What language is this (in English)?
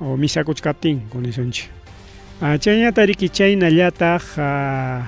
Ayacucho Quechua